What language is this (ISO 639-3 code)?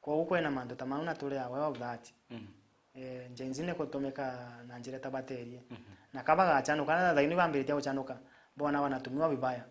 mer